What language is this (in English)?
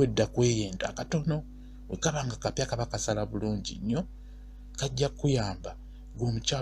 Ganda